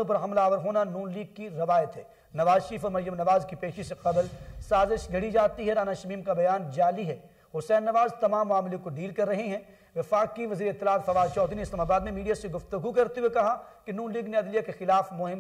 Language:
Urdu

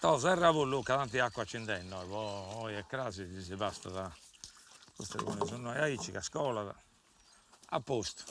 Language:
Sardinian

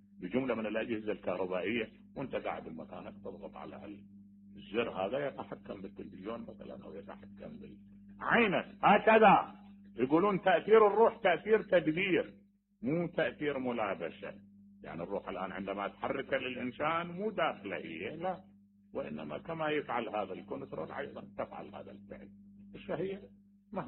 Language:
Mesopotamian Arabic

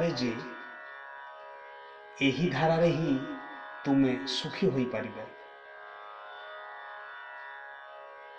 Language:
Odia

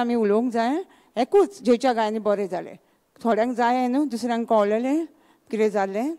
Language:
Konkani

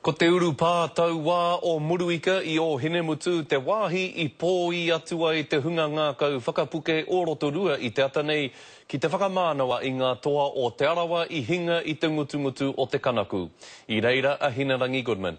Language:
Māori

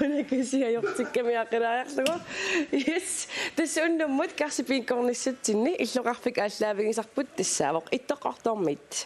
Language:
Kalaallisut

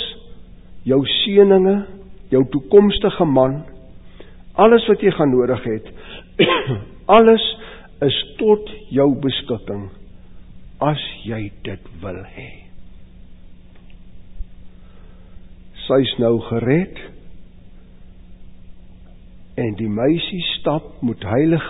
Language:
Afrikaans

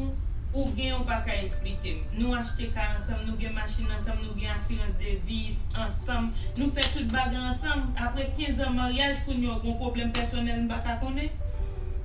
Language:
Haitian Creole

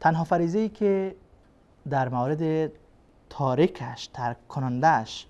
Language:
Persian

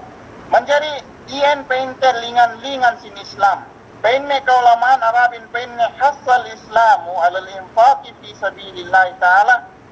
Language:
Yakan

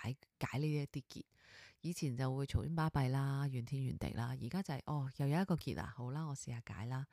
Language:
Cantonese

